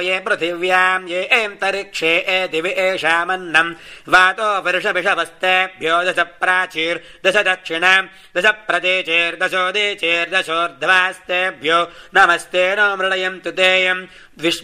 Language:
Sanskrit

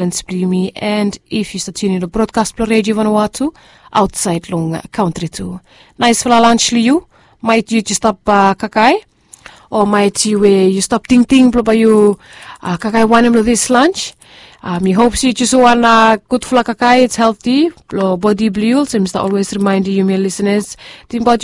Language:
Bislama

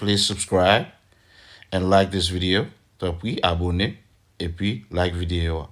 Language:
Haitian Creole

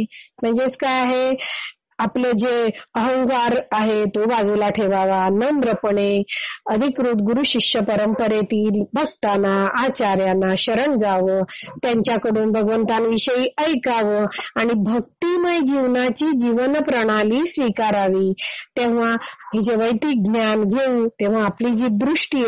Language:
Marathi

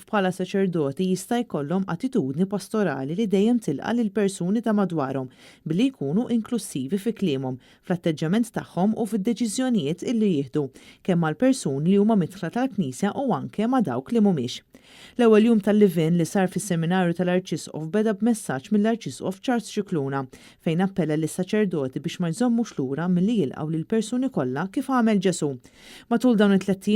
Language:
Maltese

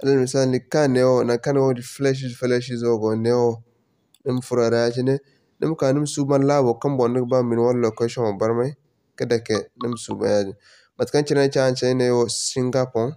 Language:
Zarma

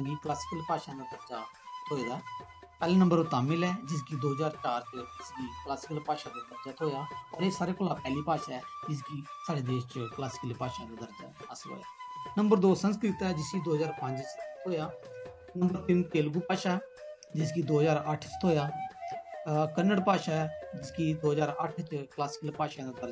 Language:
Dogri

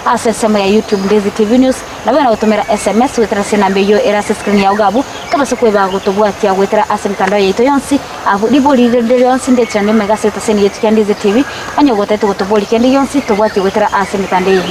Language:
Gusii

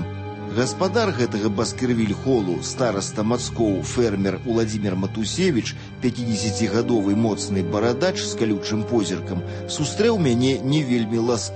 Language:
Belarusian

